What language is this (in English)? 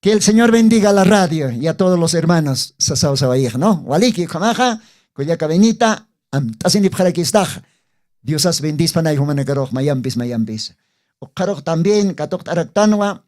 Aymara